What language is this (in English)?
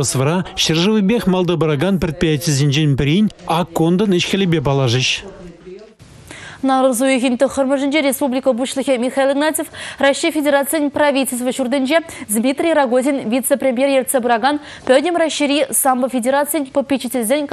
Chuvash